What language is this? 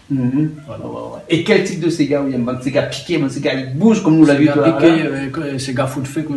Réunion Creole French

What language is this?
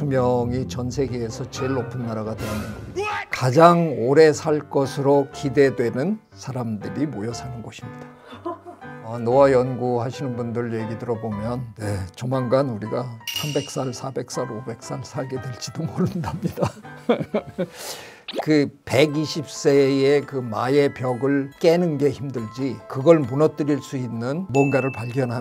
Korean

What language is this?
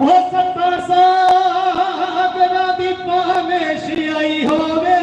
Dogri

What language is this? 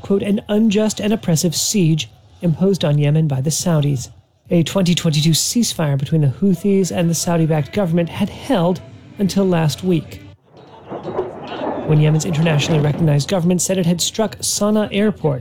English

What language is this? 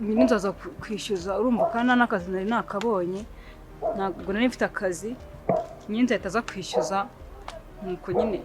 Kinyarwanda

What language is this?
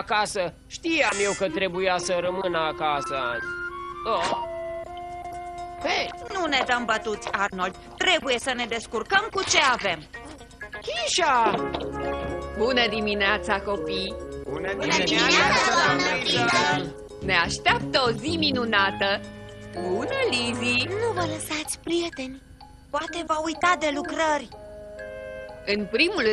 Romanian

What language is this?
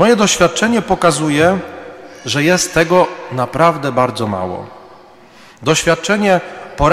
Polish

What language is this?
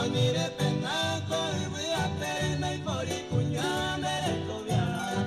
Guarani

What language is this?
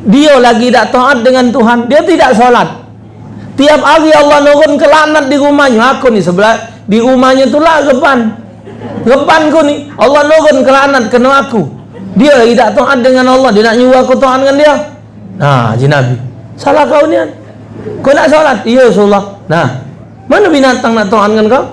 Musi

